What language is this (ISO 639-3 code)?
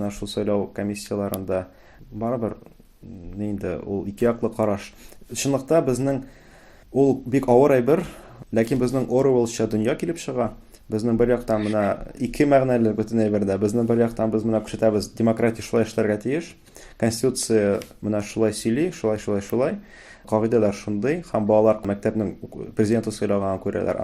tat